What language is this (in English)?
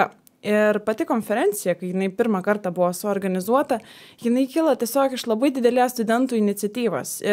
Lithuanian